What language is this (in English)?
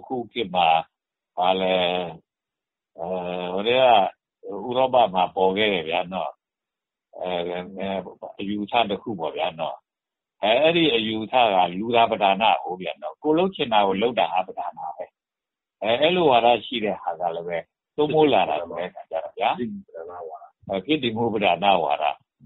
Burmese